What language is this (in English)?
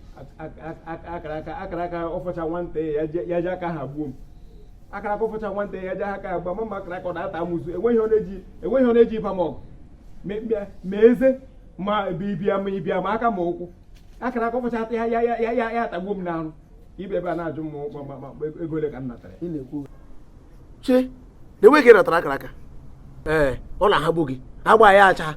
Igbo